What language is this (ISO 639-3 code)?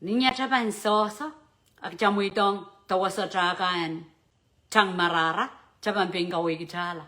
pon